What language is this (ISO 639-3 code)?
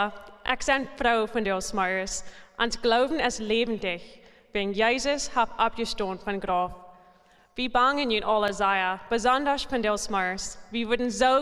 pdt